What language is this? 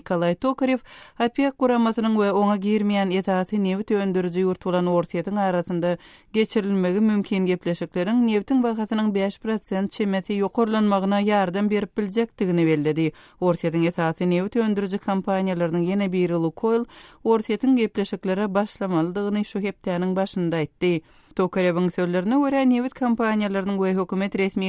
Turkmen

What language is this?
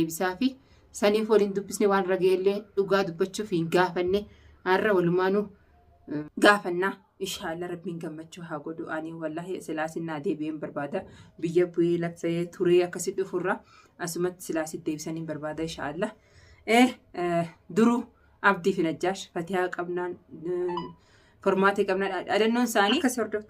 Oromo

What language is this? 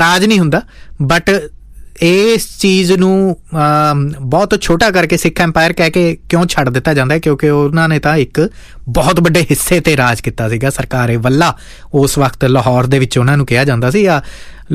Punjabi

